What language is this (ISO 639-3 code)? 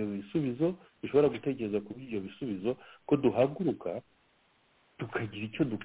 kin